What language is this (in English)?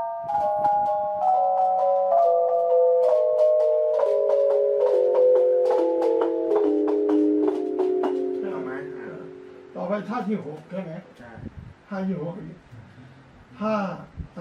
Thai